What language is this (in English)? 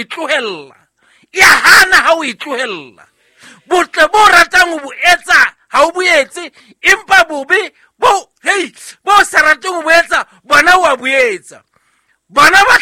Southern Sotho